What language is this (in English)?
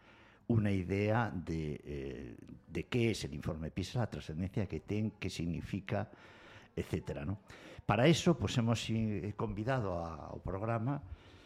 Galician